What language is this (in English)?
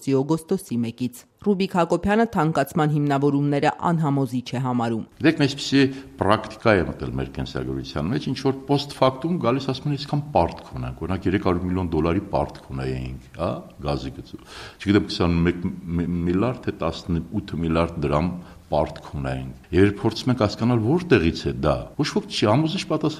Armenian